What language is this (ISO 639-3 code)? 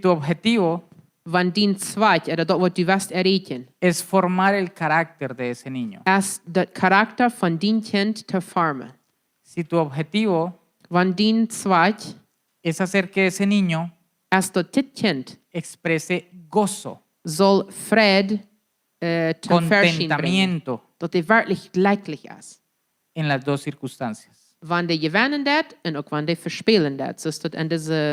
pdt